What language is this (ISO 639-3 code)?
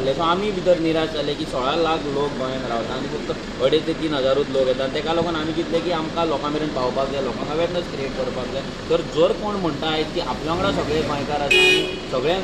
kok